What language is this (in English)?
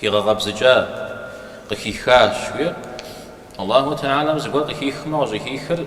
Kabardian